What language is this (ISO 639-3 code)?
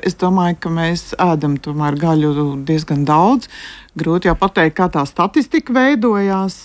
lav